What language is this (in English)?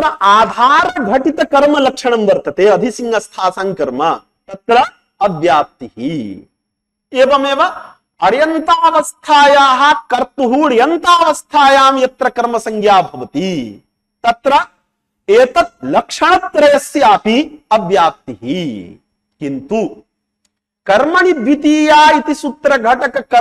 Sanskrit